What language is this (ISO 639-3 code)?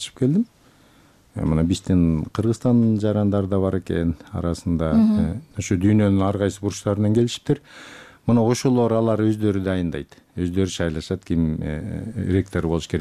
kir